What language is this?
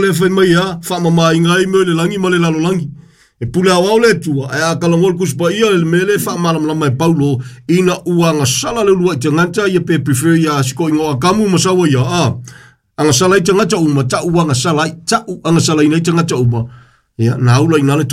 Samoan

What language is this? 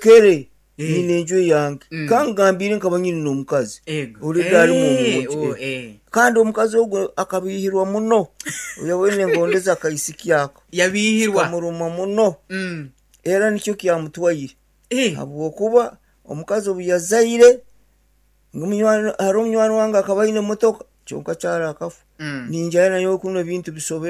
Nyankole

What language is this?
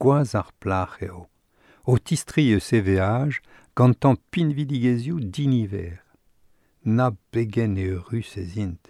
Breton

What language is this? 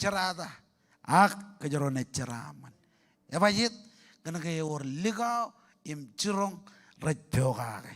Marshallese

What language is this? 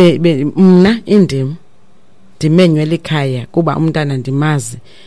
Xhosa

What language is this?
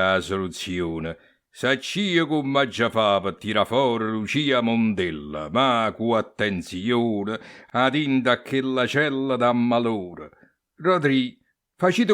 Neapolitan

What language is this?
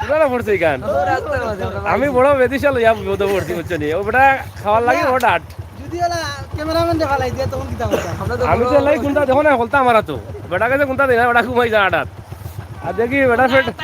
Sylheti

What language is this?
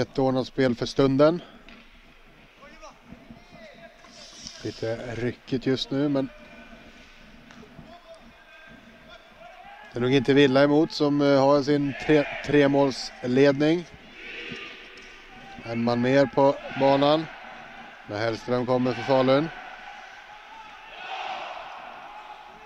Swedish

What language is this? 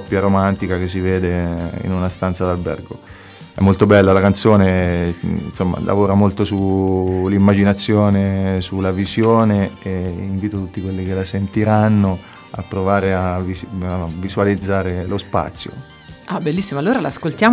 Italian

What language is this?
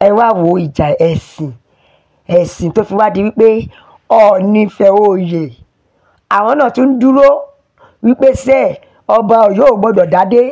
Yoruba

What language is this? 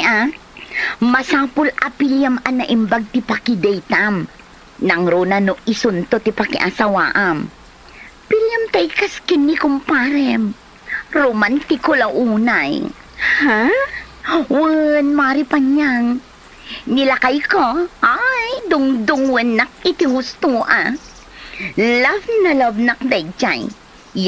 Iloko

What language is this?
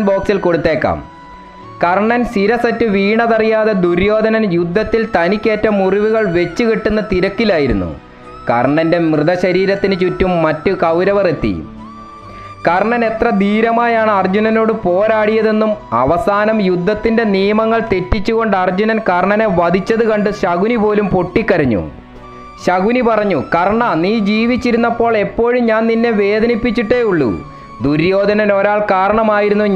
Malayalam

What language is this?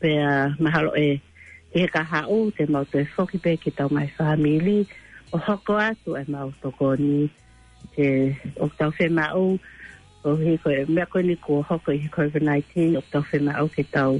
Tongan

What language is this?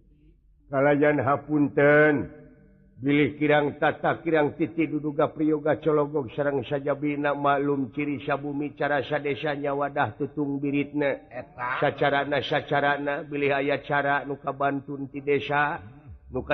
Sundanese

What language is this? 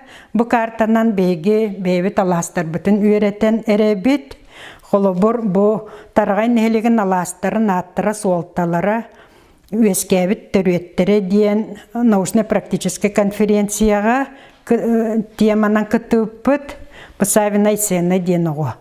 Yakut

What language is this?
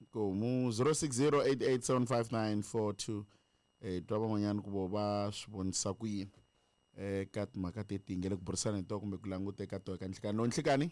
Tsonga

